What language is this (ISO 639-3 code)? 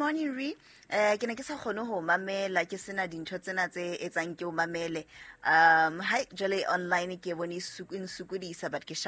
sot